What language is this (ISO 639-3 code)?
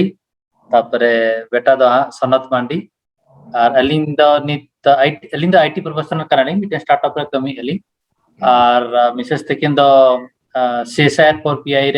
sat